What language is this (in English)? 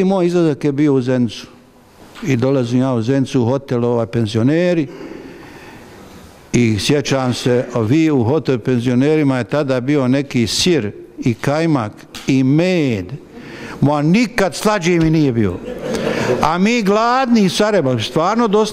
Bosnian